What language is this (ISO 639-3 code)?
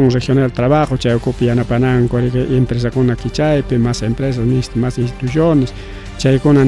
quy